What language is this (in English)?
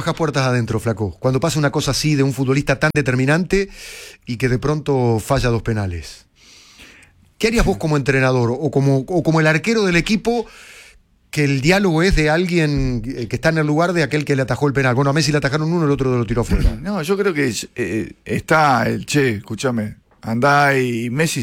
Spanish